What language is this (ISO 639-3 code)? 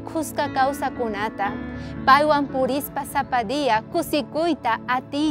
quh